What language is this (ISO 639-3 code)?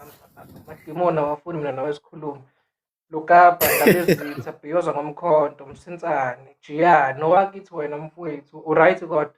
zul